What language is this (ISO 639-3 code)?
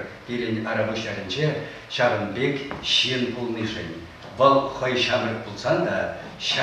chv